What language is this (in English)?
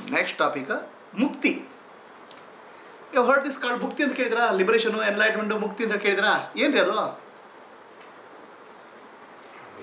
Kannada